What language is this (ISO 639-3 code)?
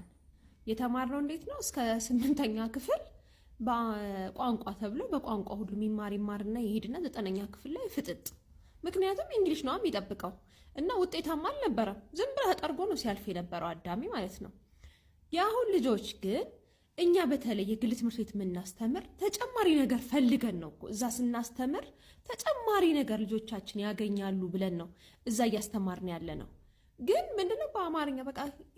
amh